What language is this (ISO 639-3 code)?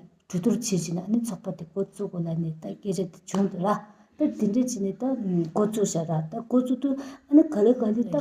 bod